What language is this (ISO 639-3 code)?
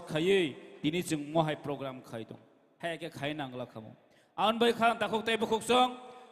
trp